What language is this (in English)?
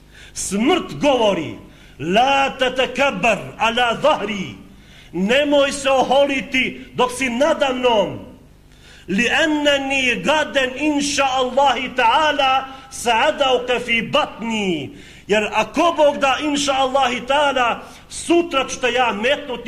Bosnian